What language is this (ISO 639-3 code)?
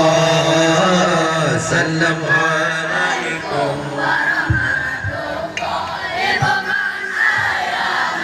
ace